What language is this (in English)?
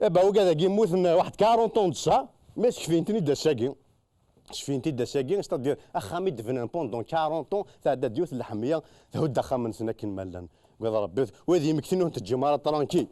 Kabyle